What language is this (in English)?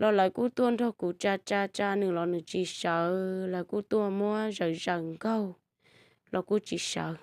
Hmong